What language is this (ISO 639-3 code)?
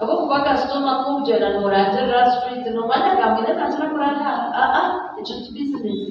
nyn